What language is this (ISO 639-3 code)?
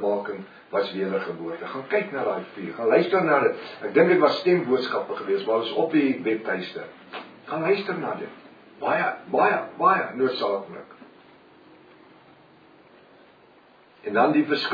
afr